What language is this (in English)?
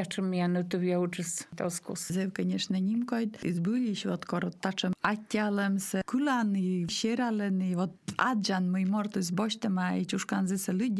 Russian